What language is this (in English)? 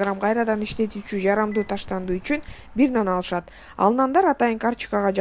Kyrgyz